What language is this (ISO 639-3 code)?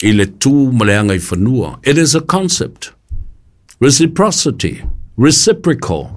smo